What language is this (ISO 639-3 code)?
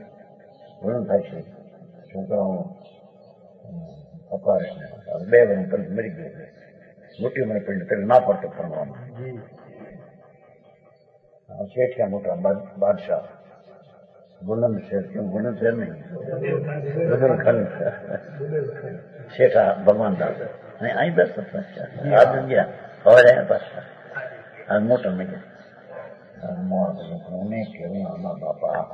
guj